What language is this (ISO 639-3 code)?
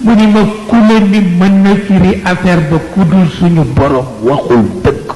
wol